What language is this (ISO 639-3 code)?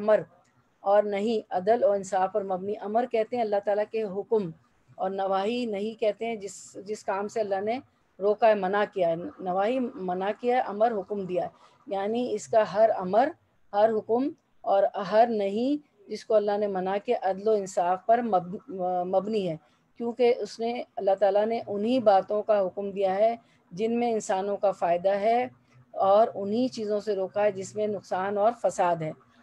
urd